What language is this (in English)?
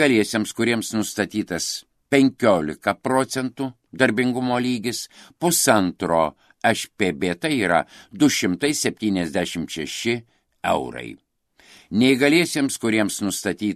Lithuanian